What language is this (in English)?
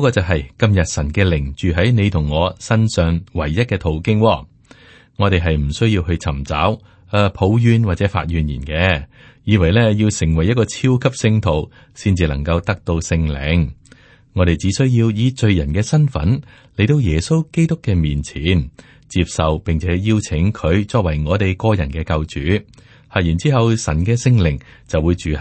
Cantonese